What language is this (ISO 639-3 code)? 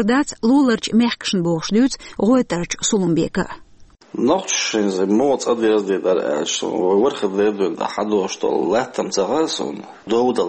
che